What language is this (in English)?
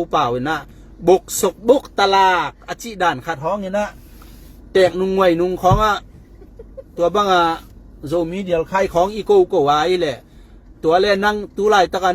Tedim Chin